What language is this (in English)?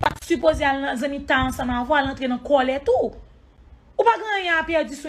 Haitian Creole